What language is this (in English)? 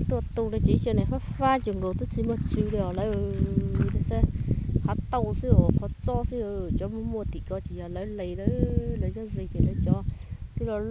Hmong